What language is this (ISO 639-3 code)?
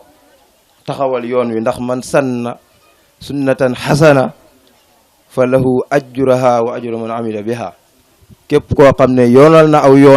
wol